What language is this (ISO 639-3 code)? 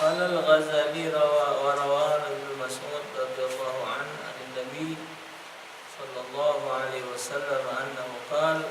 mui